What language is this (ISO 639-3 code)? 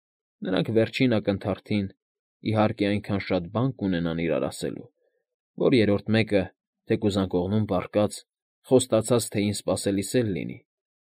hye